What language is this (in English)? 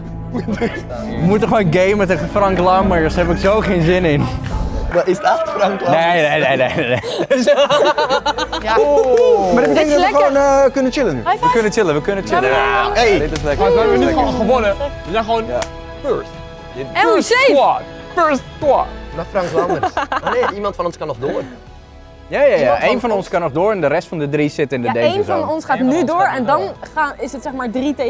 Dutch